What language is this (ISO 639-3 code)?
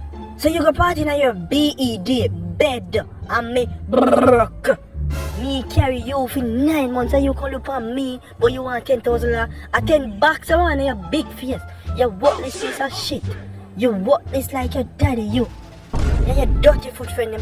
jam